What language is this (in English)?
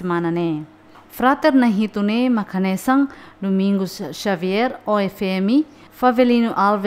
Tetum